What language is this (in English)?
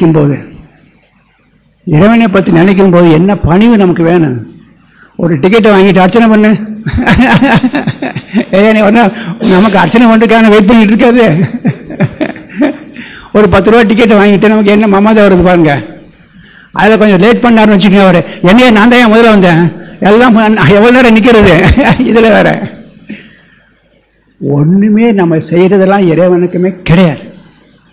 Tamil